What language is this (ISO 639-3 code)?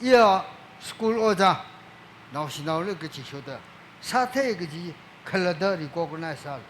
nmf